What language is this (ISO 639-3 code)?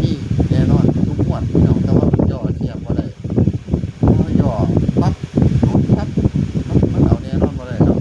tts